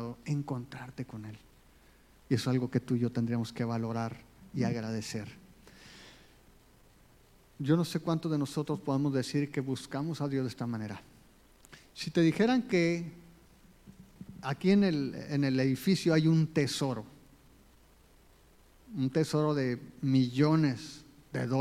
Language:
Spanish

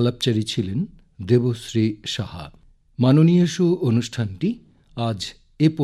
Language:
Bangla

